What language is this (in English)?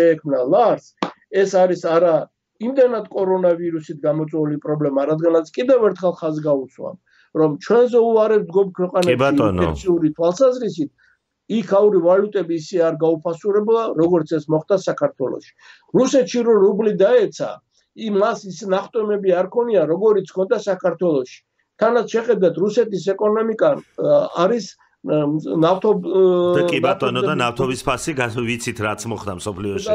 Georgian